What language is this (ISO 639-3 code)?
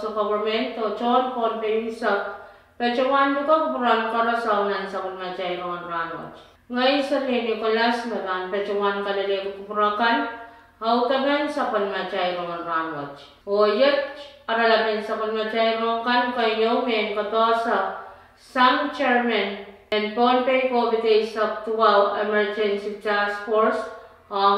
pon